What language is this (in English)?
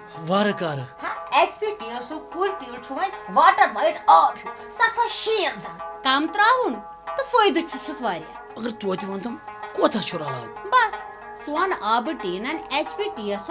Kashmiri